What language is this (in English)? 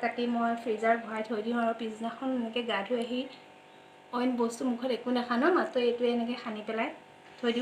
Assamese